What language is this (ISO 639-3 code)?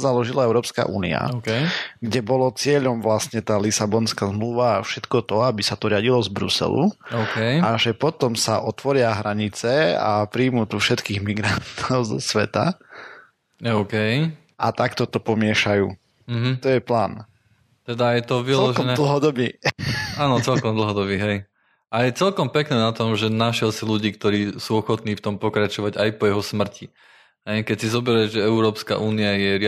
slk